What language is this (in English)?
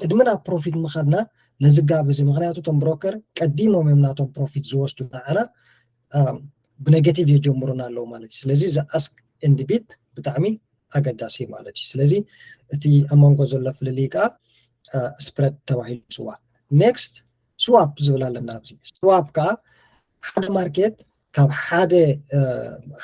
Tigrinya